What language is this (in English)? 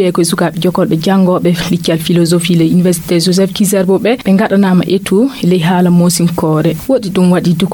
Fula